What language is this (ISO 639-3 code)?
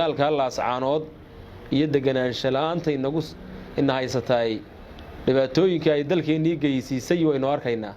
som